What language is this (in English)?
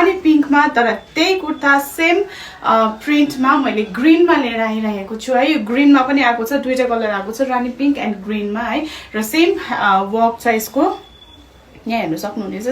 Nepali